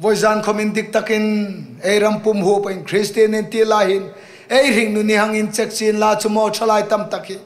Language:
Hmar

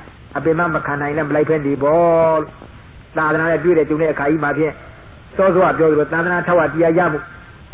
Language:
Burmese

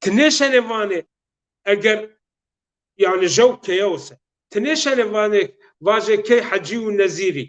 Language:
Zaza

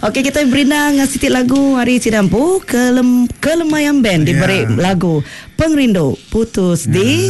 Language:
Iban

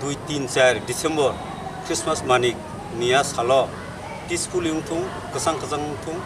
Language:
Kok Borok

